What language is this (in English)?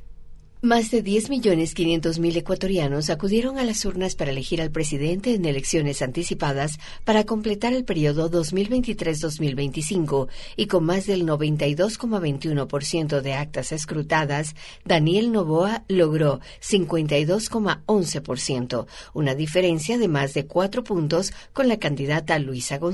Spanish